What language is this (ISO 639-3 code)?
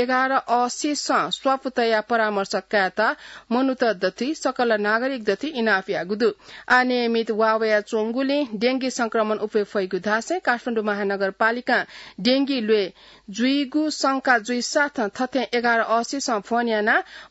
new